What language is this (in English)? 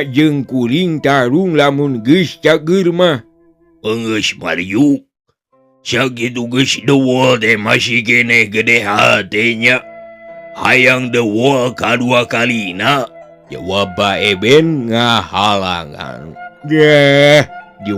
Sundanese